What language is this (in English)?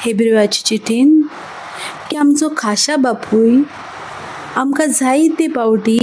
Konkani